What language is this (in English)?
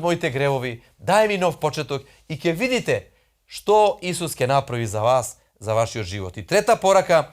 Macedonian